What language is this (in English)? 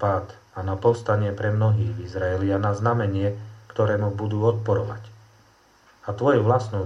Slovak